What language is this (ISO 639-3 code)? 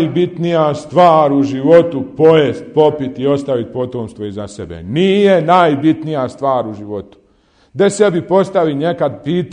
bos